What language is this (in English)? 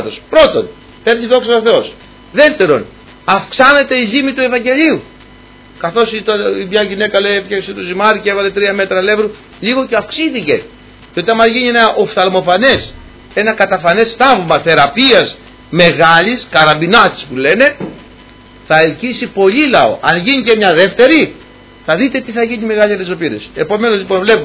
Greek